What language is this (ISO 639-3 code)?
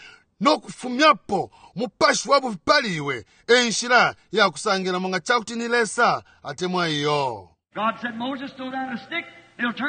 bem